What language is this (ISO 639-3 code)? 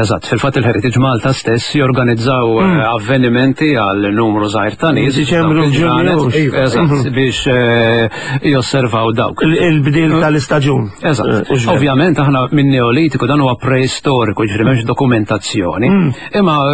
mlt